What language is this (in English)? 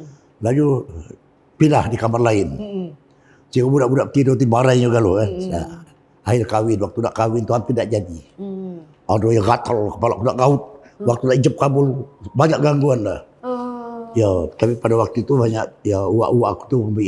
Musi